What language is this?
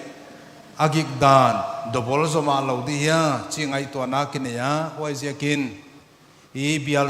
Paite Chin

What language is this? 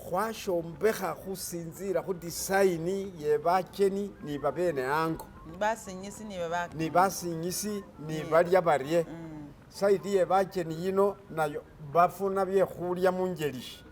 Masaaba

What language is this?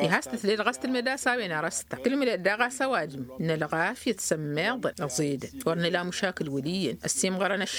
Tamasheq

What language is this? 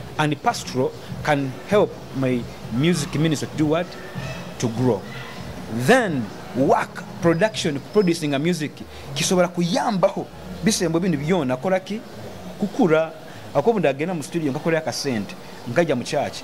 Nyoro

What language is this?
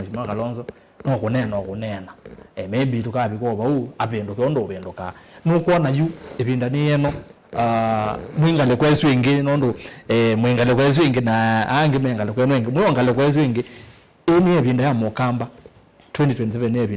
Kamba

